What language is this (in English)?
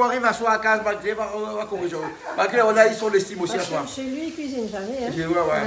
Réunion Creole French